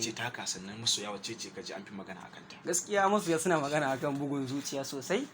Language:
Hausa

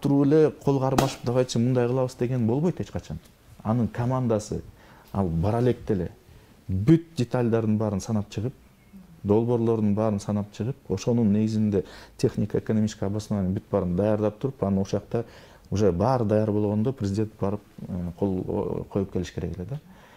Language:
Kyrgyz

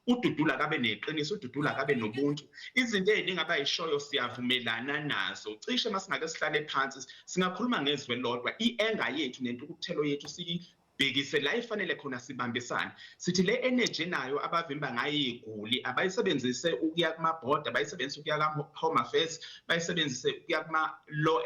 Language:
Zulu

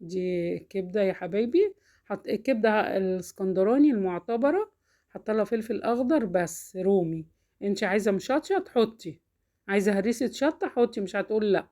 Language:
Egyptian Arabic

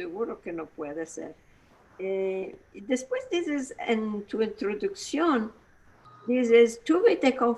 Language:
Ladino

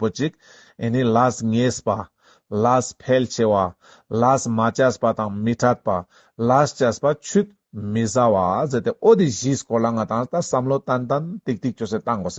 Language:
Ladakhi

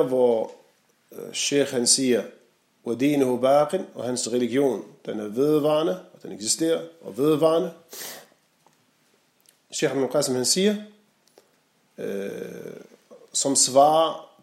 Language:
Danish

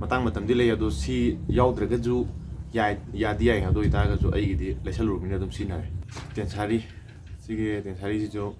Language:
Manipuri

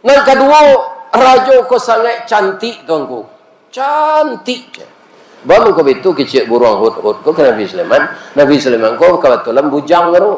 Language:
Minangkabau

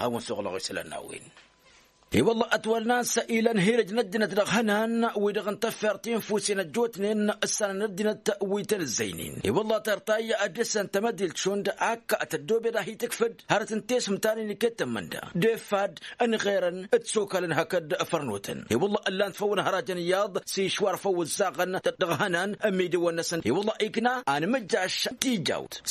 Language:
Tamasheq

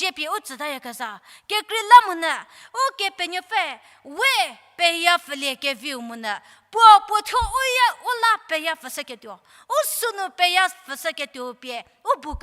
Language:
Angami Naga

